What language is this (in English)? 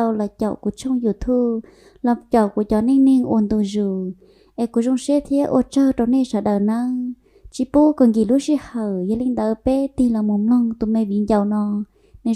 Hmong